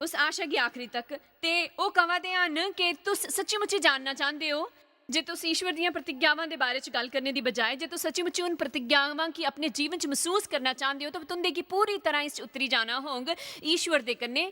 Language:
Dogri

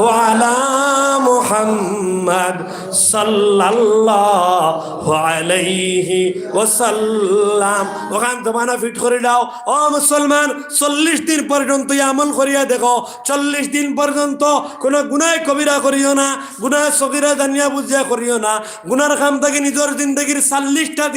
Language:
Sylheti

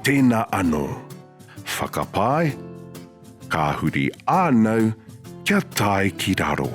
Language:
Māori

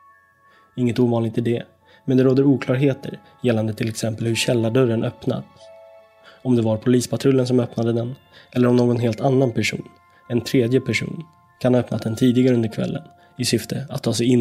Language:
Swedish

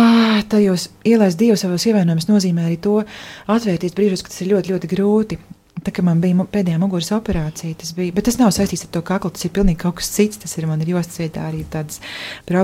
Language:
Latvian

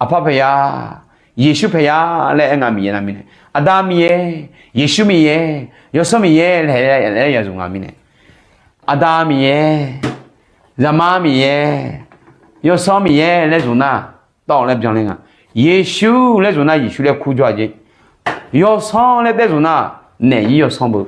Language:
Akha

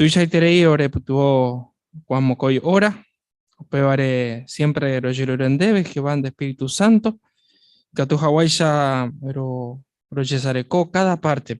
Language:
Guarani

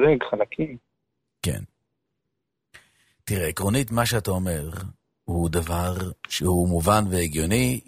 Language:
Hebrew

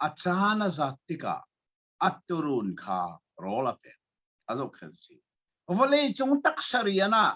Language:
Hakha Chin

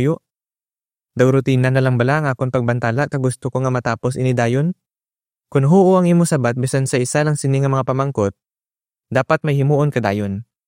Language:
Hiligaynon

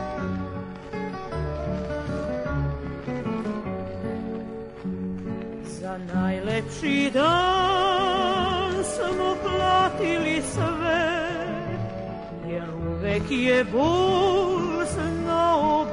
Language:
Serbian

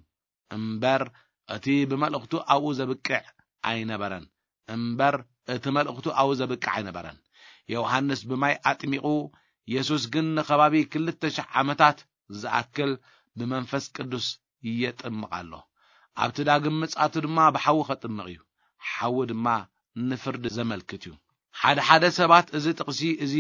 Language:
Tigrinya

